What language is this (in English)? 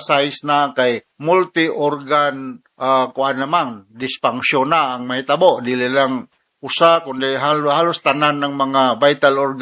Cebuano